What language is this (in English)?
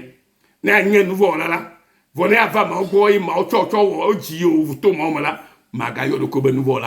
Ewe